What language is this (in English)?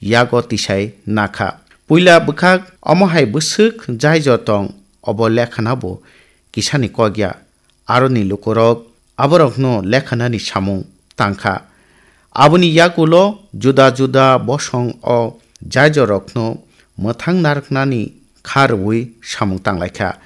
Kok Borok